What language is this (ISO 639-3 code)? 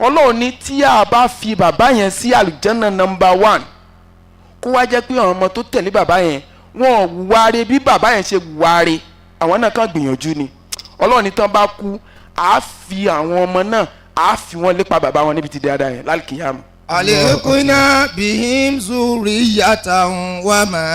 yor